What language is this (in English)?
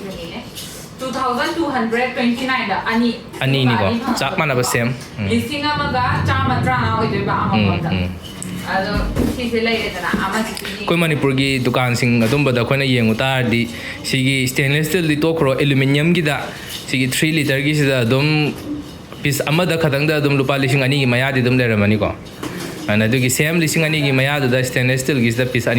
Manipuri